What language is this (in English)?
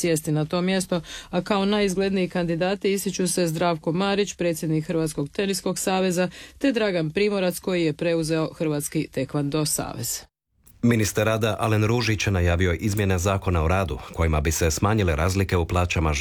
Croatian